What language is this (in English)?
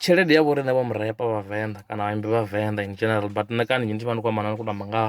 Venda